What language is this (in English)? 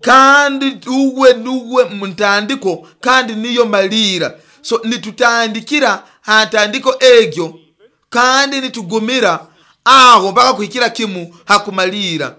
Nyoro